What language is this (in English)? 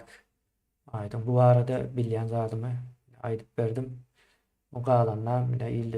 Turkmen